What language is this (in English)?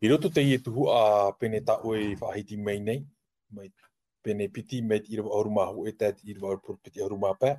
Tahitian